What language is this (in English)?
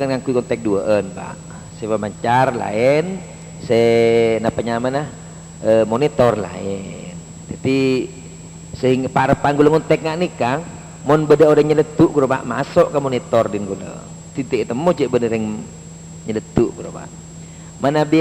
Madurese